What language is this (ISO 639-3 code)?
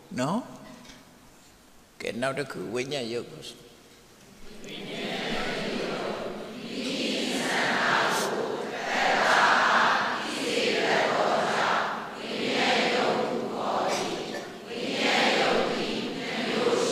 mya